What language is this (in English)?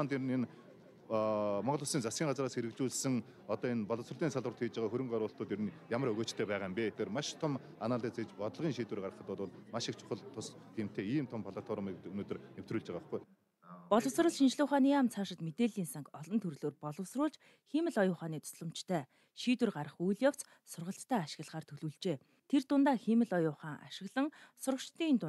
Mongolian